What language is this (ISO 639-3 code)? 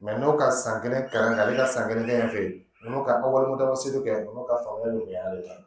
dyu